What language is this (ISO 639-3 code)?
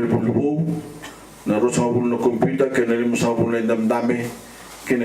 fij